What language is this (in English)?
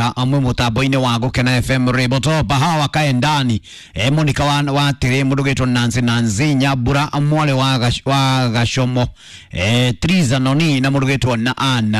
Kikuyu